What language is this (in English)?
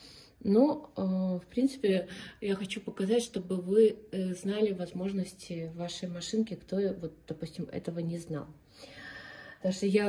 Russian